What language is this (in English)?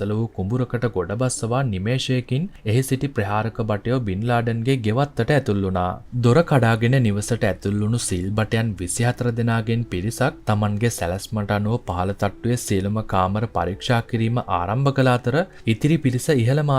Sinhala